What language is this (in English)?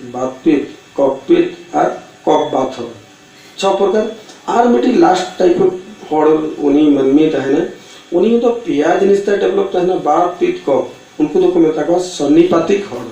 Santali